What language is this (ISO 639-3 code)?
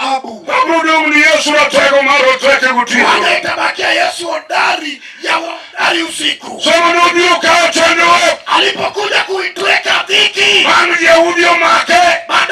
luo